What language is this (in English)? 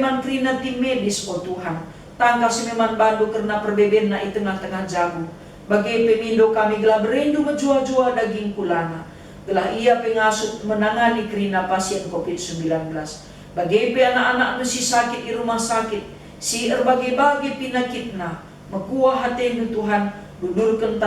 Batak Karo